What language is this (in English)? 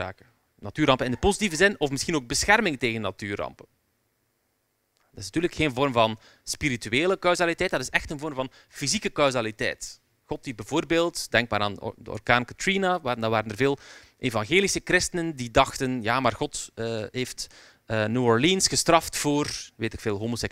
Dutch